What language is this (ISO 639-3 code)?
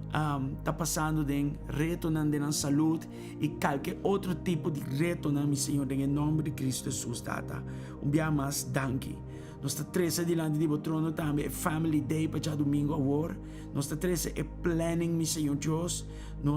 pap